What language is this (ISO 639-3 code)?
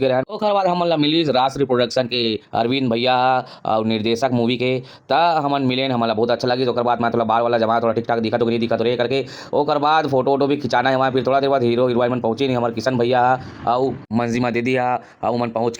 hne